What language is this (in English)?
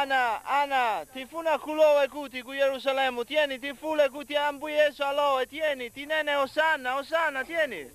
Nyanja